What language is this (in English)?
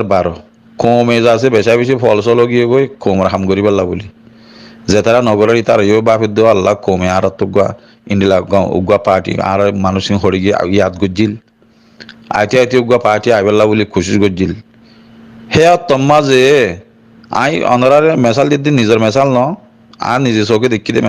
Rohingya